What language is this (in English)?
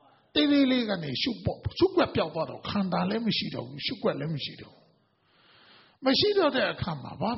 Burmese